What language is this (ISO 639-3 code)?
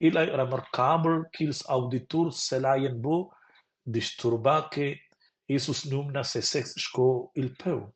roh